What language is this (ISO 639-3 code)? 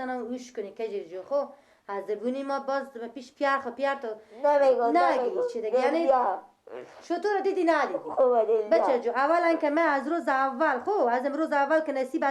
fas